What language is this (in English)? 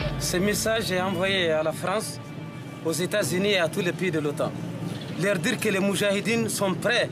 French